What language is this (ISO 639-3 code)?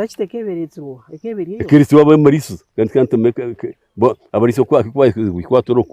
nyn